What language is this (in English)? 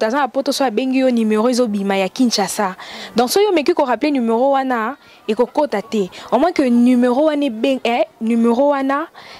Lingala